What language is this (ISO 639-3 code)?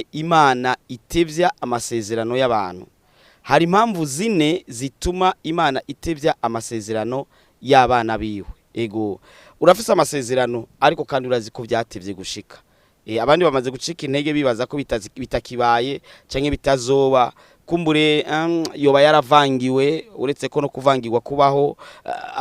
run